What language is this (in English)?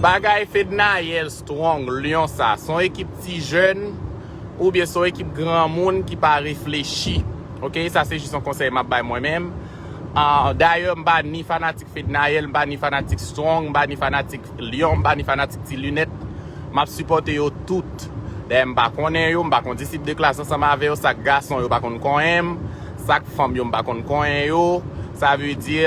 Haitian Creole